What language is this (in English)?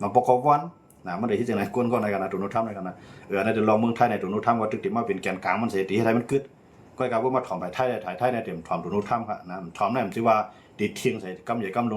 Shan